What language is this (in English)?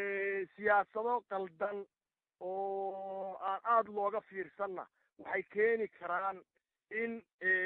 Somali